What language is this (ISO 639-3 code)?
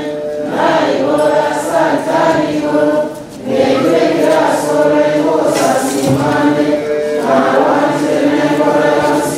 guz